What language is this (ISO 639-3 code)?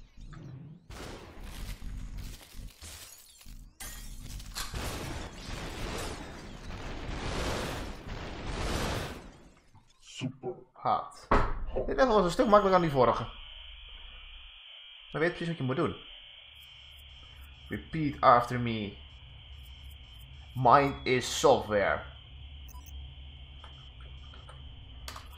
nld